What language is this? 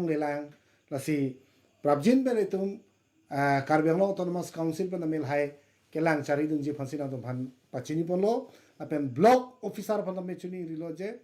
Karbi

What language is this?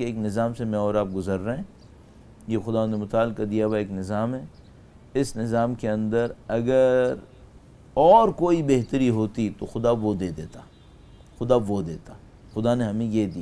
Urdu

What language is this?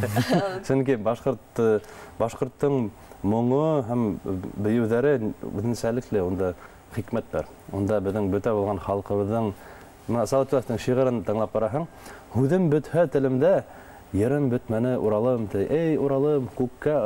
Bashkir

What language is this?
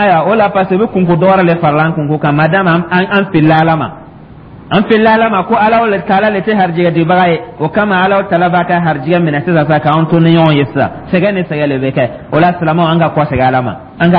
Dyula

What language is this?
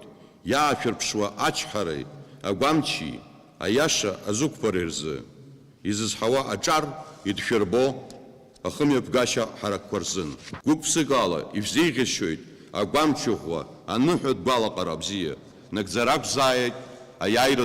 Abkhazian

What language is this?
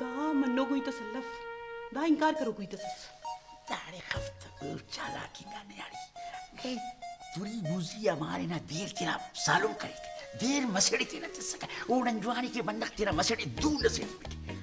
Brahui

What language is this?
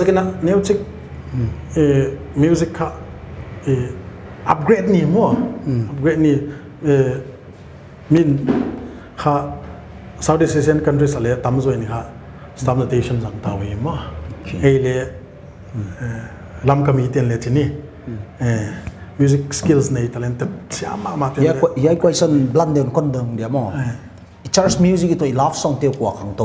Paite Chin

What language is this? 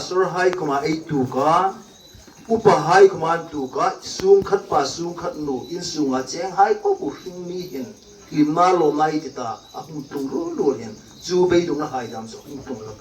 Hmar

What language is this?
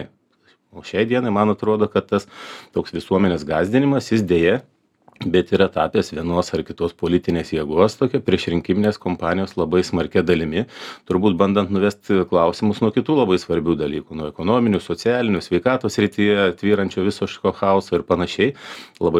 Lithuanian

